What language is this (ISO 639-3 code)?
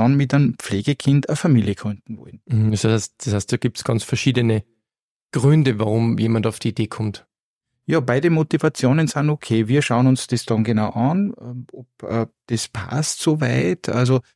deu